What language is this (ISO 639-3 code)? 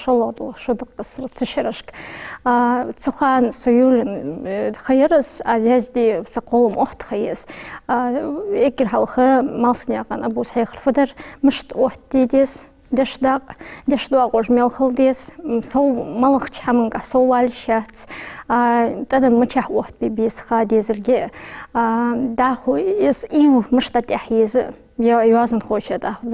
inh